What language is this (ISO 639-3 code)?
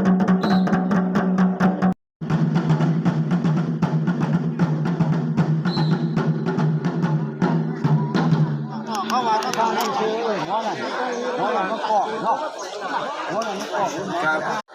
lao